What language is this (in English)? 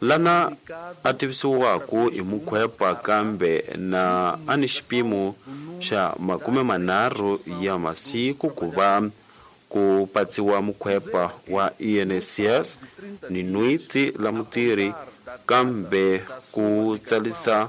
Tsonga